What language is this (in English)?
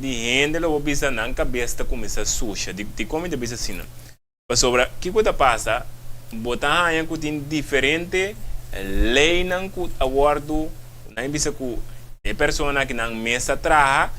Papiamento